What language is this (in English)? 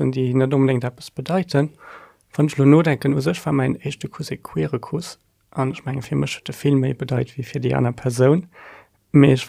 Luxembourgish